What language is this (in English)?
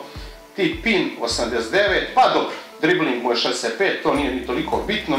Croatian